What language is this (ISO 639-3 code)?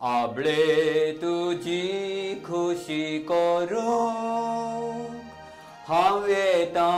kok